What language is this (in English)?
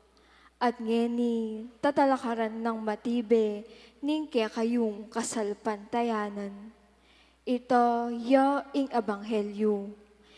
Pampanga